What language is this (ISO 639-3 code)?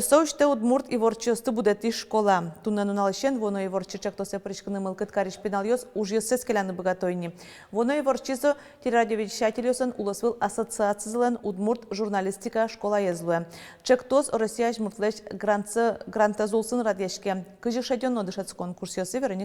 udm